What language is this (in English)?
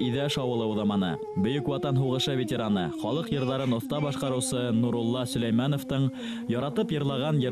Bashkir